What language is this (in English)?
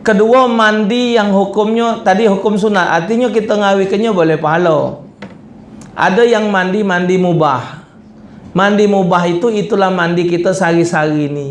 Musi